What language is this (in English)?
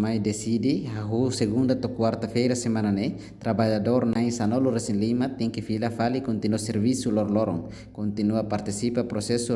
Tetum